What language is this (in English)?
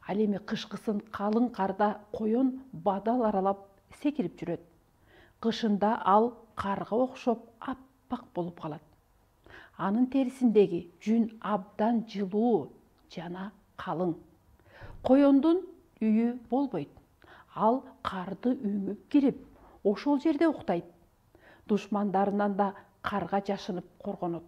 Kyrgyz